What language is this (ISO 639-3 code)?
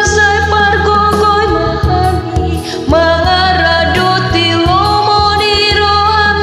bbc